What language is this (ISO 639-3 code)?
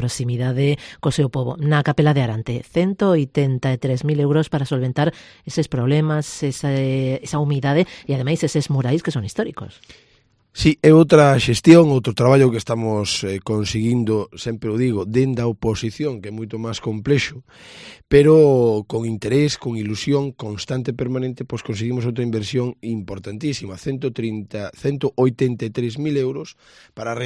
glg